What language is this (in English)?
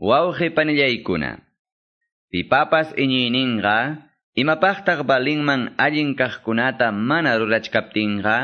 Quechua